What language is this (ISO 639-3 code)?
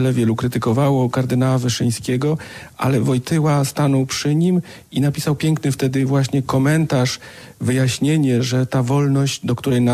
pol